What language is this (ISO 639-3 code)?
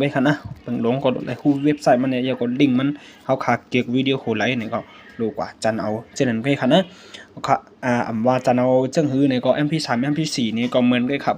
shn